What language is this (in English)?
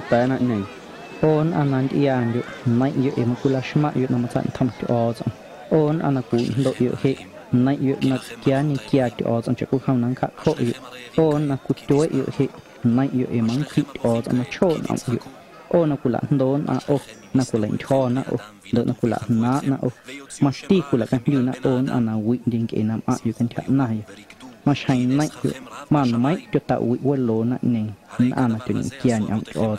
Guerrero Amuzgo